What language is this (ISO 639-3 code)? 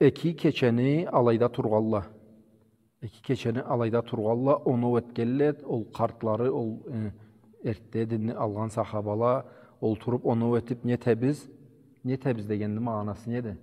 krc